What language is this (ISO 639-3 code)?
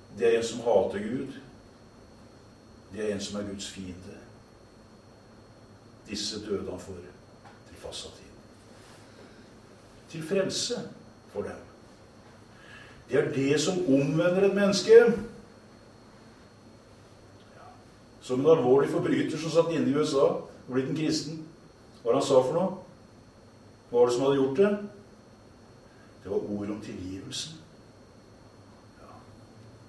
nor